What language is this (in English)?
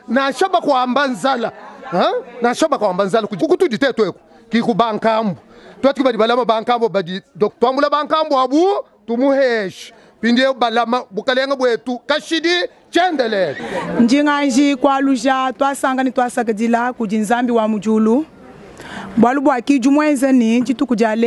Luba-Lulua